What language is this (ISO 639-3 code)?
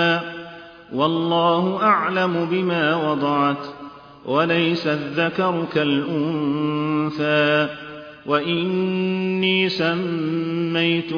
ara